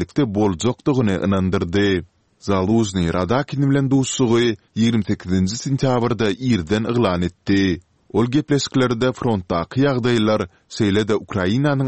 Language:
Turkmen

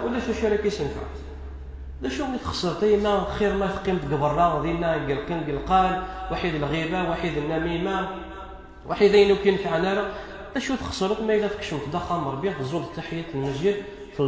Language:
Kabyle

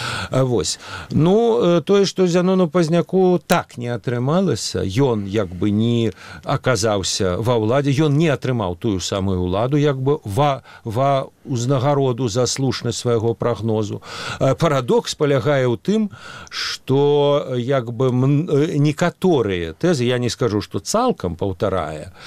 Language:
Belarusian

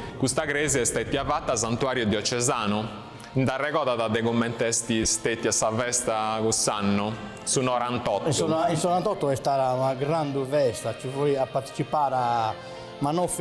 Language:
Sardinian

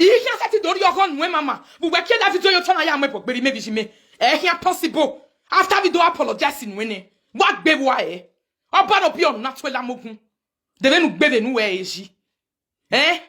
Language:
Nigerian Pidgin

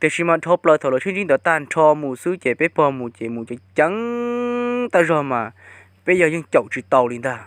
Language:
Hmong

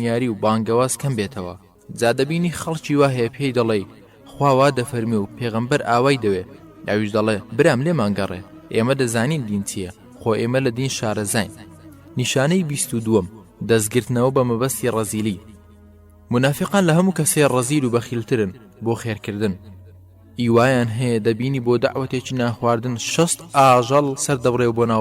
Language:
Central Kurdish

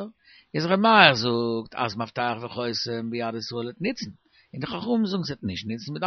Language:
Yiddish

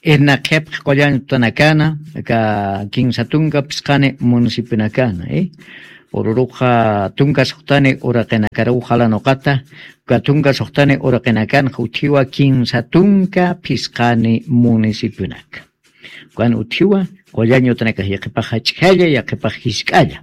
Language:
Aymara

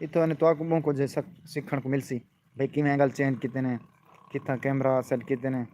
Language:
Saraiki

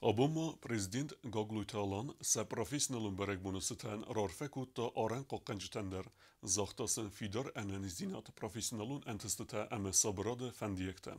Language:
Ossetic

